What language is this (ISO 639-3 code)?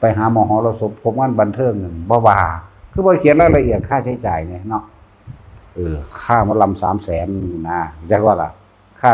tts